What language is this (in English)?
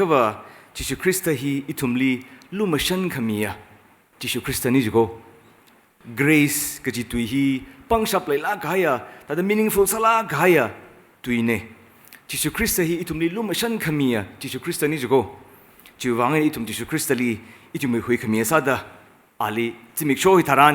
Tangkhul Naga (India)